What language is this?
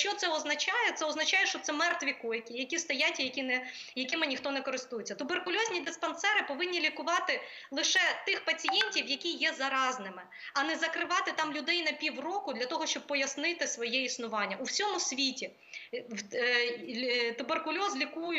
Ukrainian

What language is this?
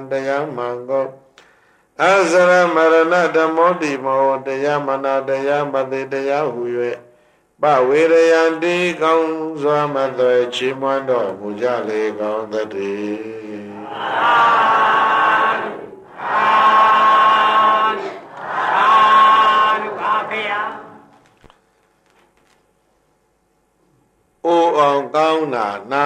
Burmese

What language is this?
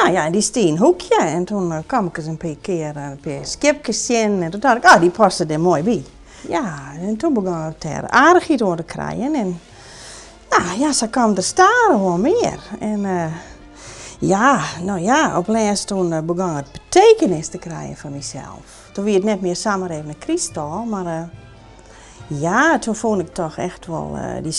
Western Frisian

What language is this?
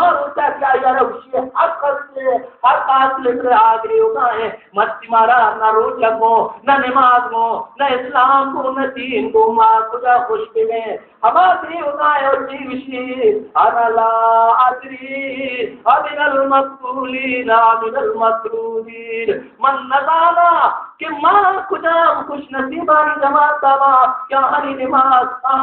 Baluchi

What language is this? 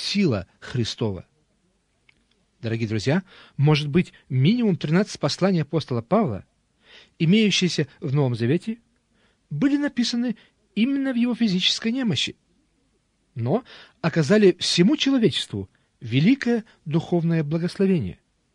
Russian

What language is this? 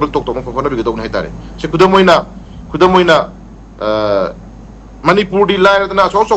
Manipuri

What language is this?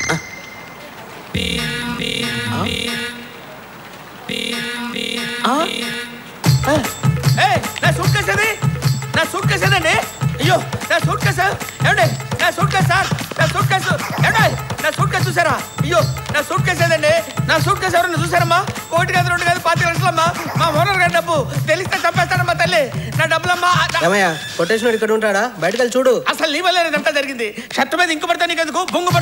Telugu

